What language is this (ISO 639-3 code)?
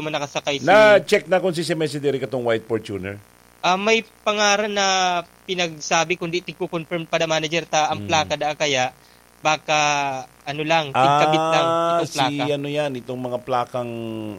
bik